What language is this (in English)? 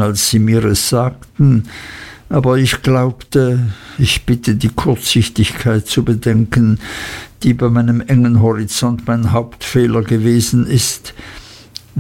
German